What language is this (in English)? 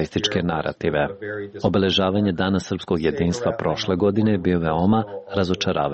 Serbian